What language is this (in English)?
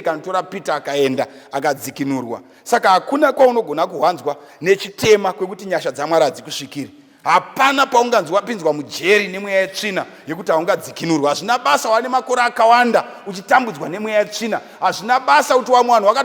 Shona